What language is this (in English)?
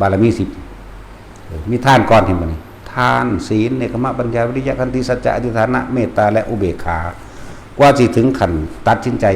Northeastern Thai